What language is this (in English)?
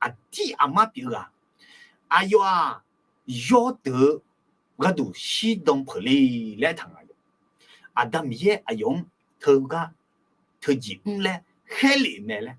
Akha